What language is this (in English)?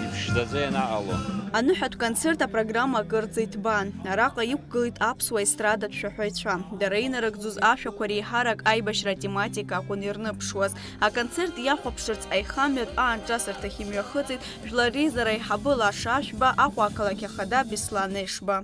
Abkhazian